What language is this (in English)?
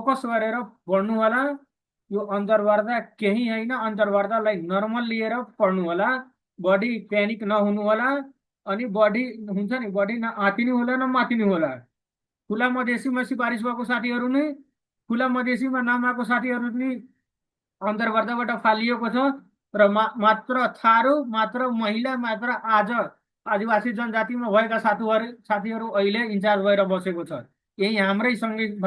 Nepali